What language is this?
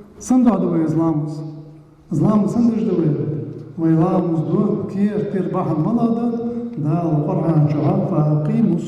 Ingush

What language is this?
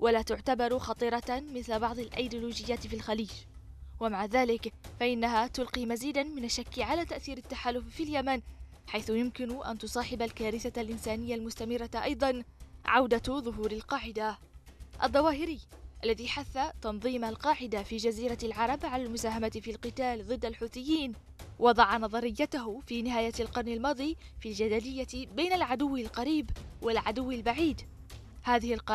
Arabic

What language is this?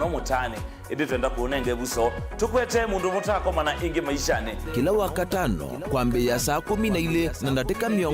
Kamba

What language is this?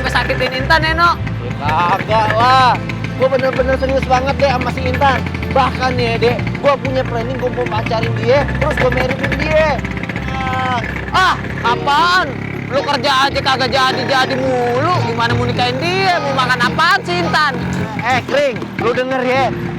Betawi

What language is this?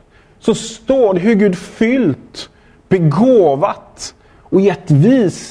Swedish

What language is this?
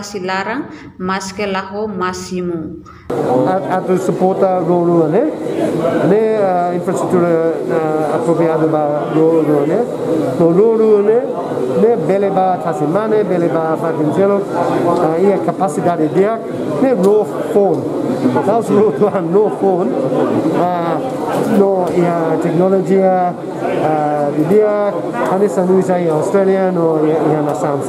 Tetum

